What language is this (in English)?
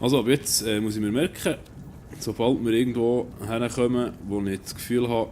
Swiss German